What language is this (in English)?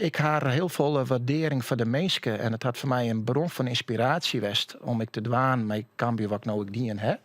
Western Frisian